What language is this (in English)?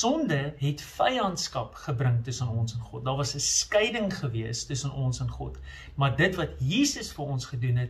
Afrikaans